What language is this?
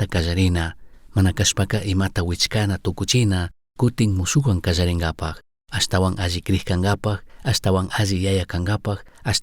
Chimborazo Highland Quichua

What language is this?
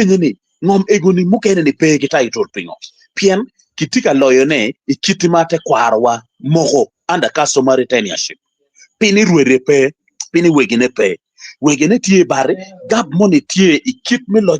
Acoli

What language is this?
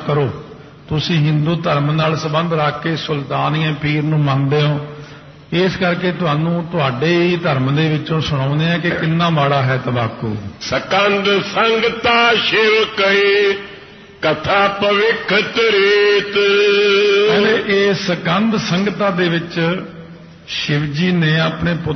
Punjabi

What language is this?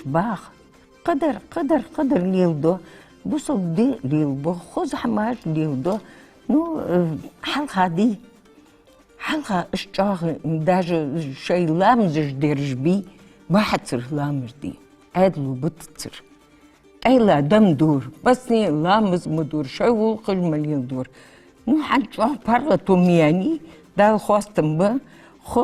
Ingush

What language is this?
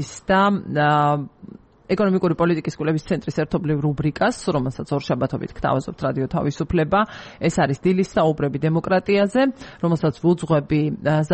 Georgian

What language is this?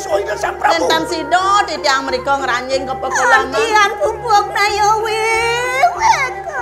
Balinese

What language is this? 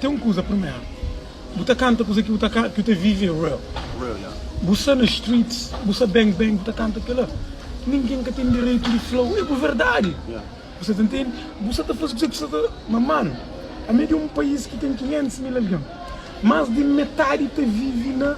Kabuverdianu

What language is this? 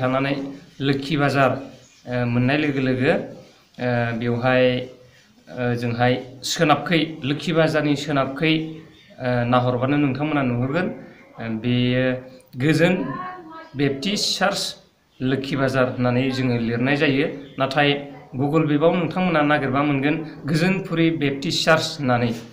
Bodo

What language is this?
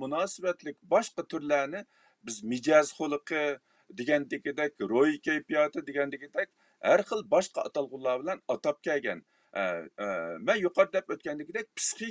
Uyghur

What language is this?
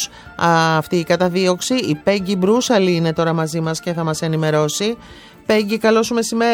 Greek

